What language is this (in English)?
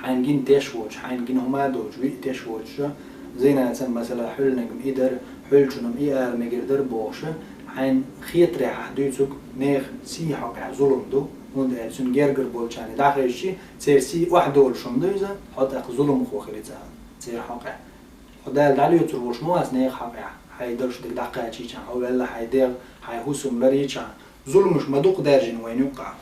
Chechen